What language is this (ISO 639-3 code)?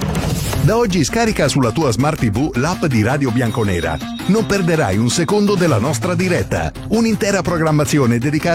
ita